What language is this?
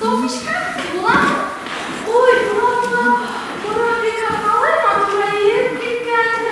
Bashkir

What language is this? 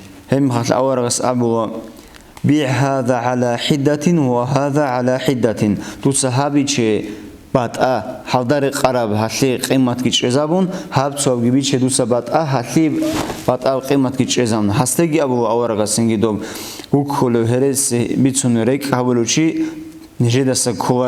Avaric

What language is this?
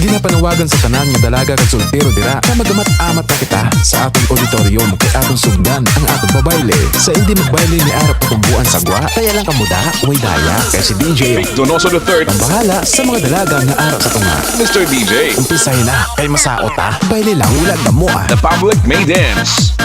Hiligaynon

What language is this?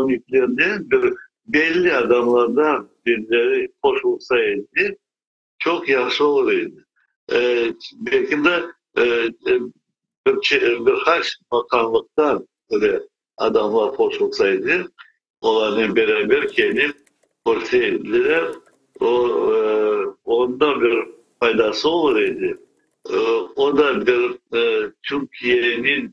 Crimean Tatar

